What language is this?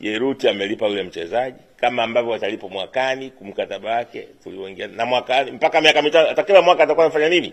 Swahili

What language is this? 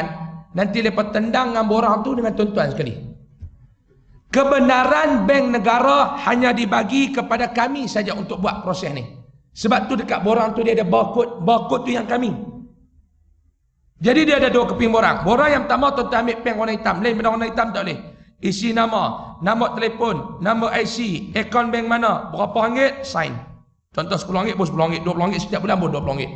Malay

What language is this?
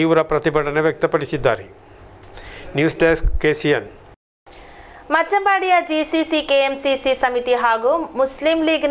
Kannada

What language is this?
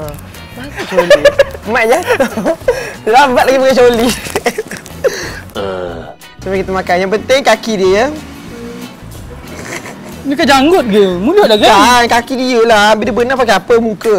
Malay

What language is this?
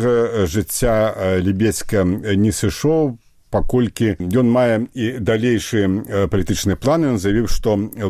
Belarusian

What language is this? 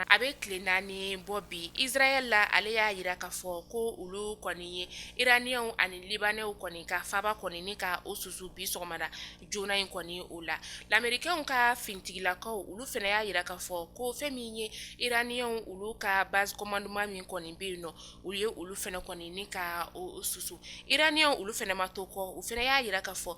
Bambara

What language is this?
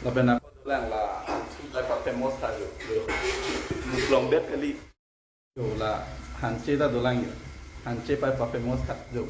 Karbi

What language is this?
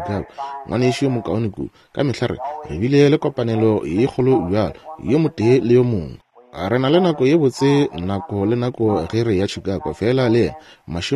Northern Sotho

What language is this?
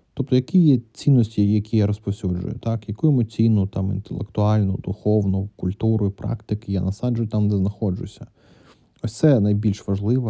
Ukrainian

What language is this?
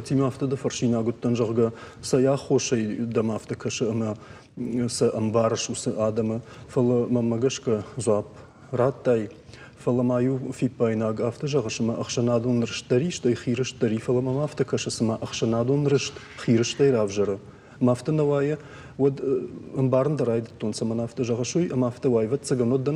Ossetic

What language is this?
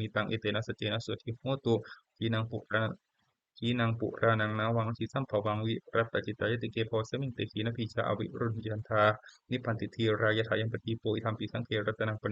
Pali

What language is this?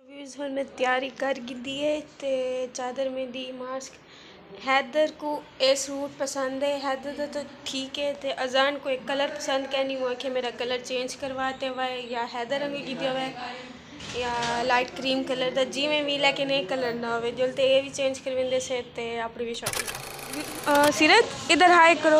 Saraiki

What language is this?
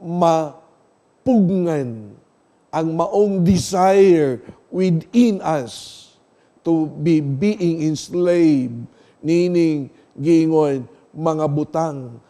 Cebuano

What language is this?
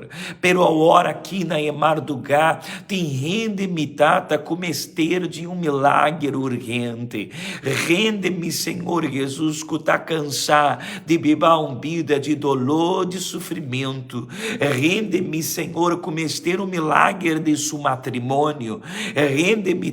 Papiamento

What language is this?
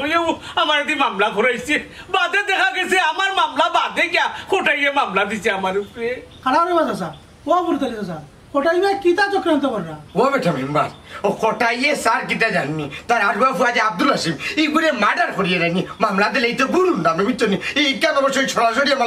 Sylheti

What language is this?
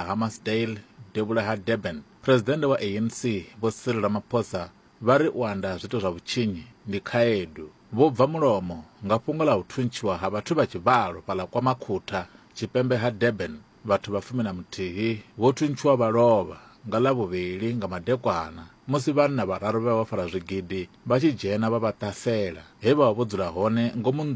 Venda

